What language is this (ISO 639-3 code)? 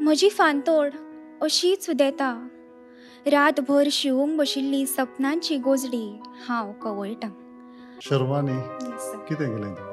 kok